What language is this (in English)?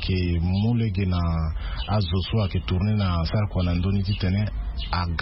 Sango